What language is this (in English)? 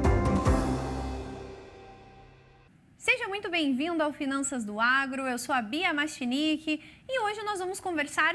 Portuguese